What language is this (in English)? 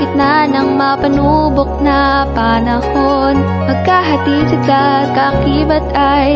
Filipino